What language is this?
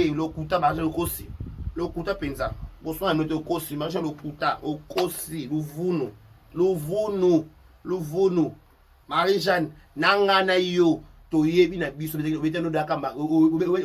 Lingala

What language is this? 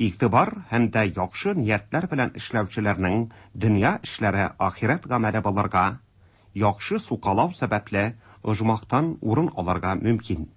Tatar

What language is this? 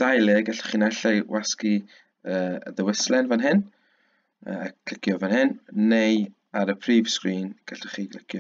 Welsh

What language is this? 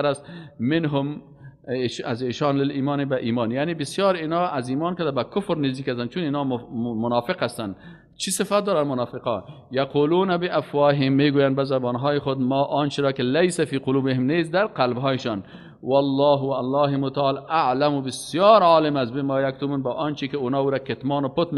Persian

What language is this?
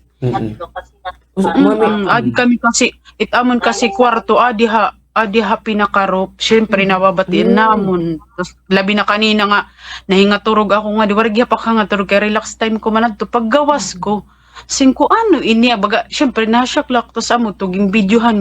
Waray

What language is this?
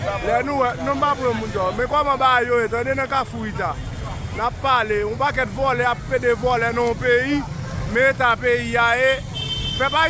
Haitian Creole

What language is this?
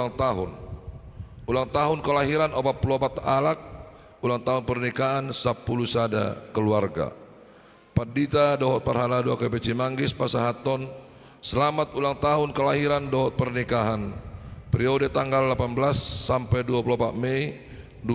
Batak Toba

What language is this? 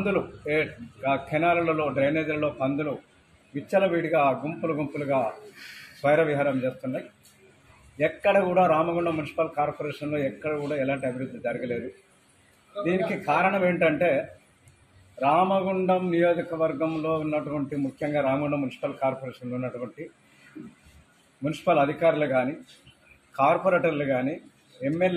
Telugu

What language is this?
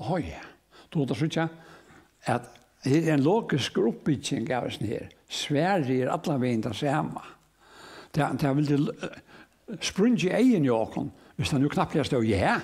Faroese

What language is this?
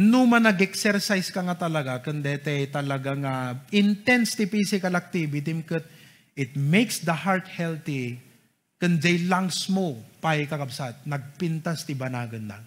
Iloko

